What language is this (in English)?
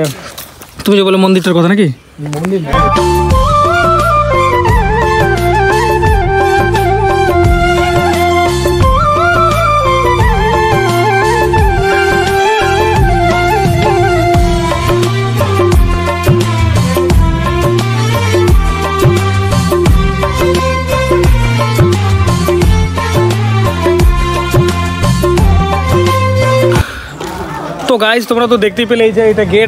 Bangla